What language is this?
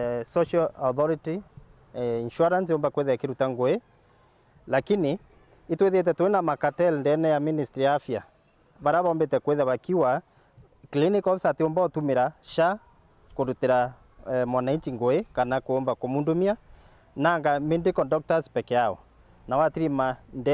Meru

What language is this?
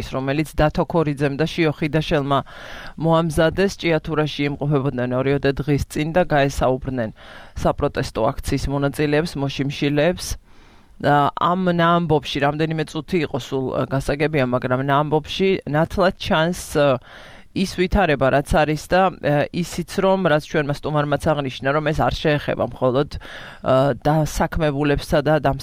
Georgian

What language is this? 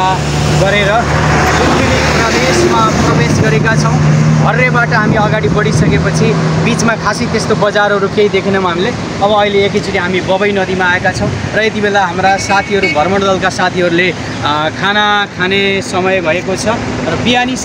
Nepali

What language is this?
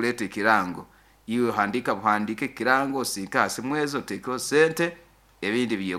Nyoro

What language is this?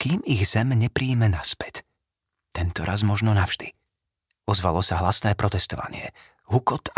Slovak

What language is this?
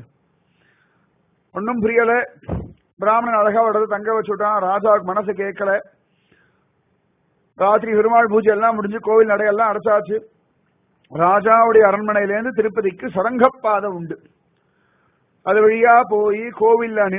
Tamil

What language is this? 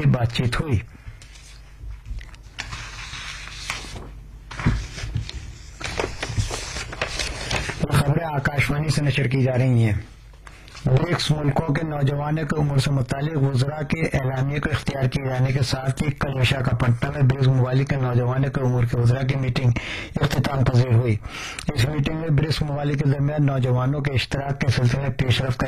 Urdu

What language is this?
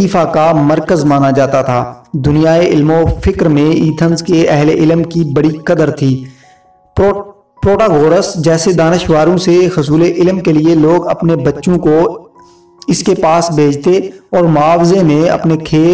Urdu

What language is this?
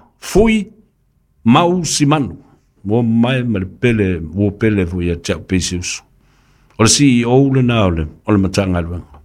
Samoan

